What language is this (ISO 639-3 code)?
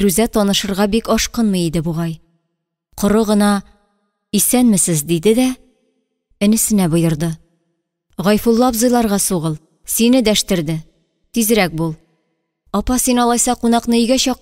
tat